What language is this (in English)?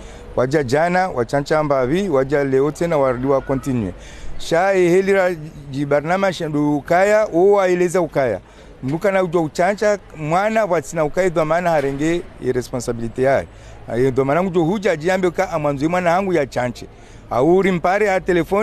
Ngazidja Comorian